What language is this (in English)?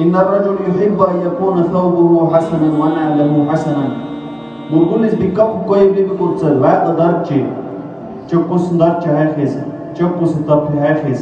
Dargwa